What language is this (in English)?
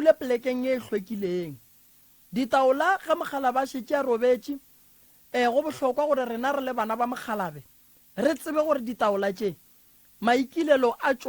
Northern Sotho